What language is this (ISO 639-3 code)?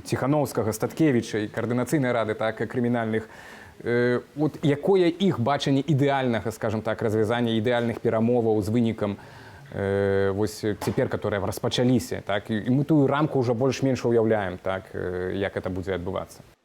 bel